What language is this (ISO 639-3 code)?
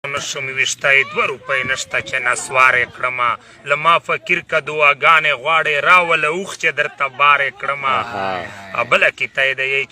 pus